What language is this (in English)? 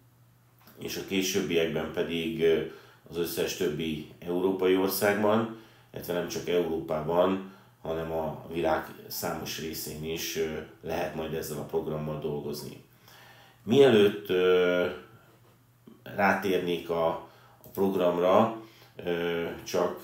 Hungarian